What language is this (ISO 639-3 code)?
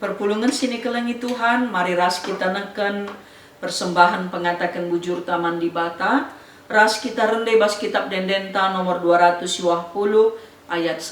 btx